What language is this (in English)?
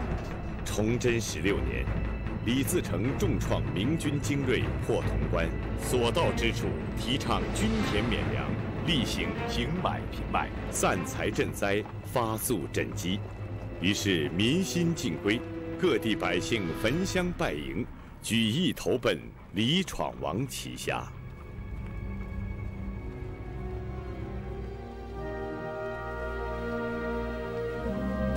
Chinese